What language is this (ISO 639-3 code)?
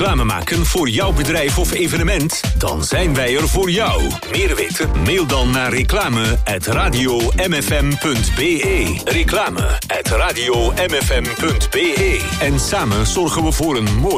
nld